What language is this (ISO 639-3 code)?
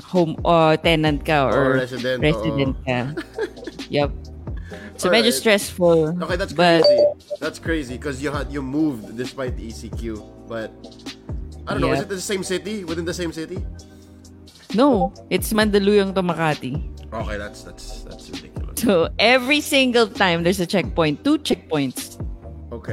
fil